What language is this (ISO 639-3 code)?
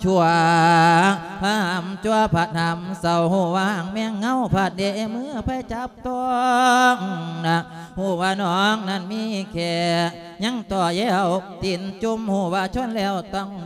lao